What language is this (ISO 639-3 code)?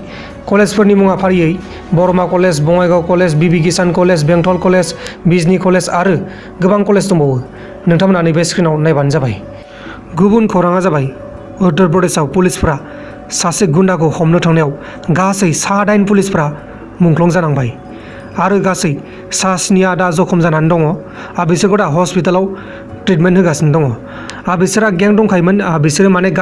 brx